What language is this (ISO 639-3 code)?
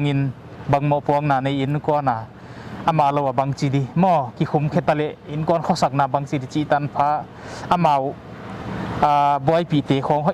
pck